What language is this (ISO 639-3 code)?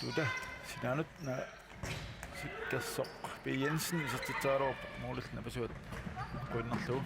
kal